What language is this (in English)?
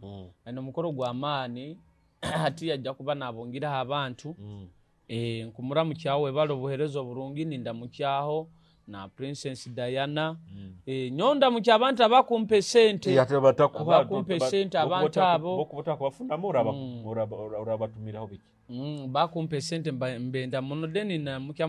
Nyoro